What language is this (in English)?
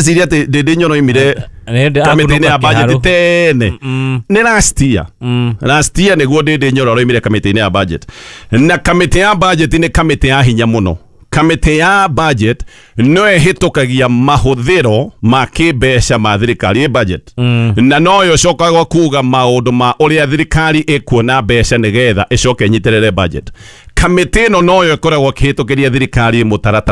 Kikuyu